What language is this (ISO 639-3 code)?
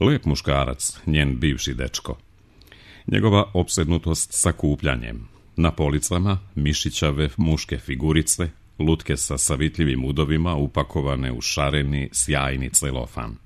srp